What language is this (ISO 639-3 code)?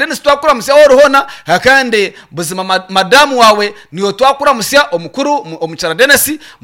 nyn